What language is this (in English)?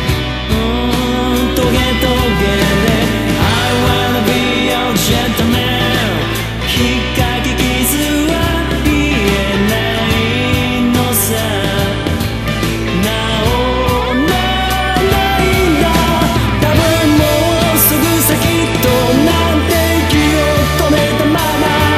Japanese